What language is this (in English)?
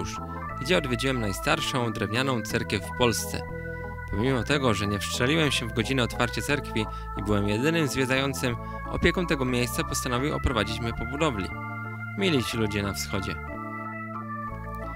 Polish